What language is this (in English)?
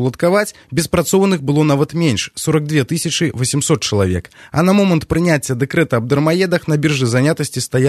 Belarusian